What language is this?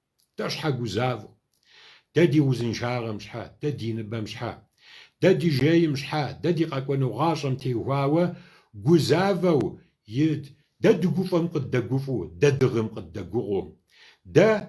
Kabardian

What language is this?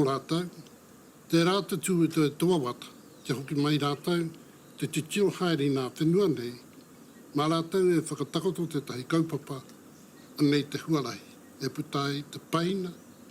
Māori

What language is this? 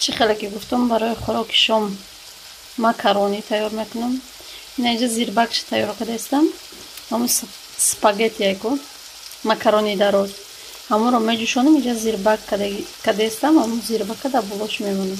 Tajik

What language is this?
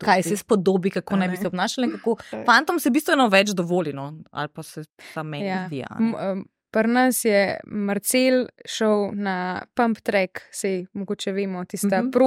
Slovenian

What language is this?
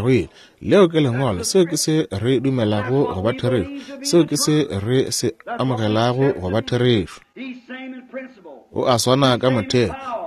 Northern Sotho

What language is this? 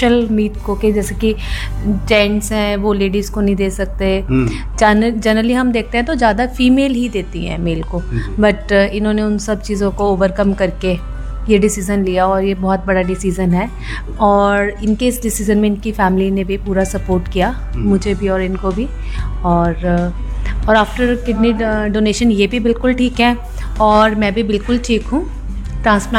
Hindi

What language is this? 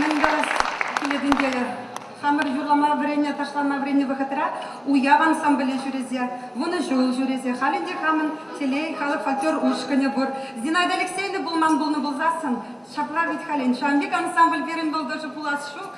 Chuvash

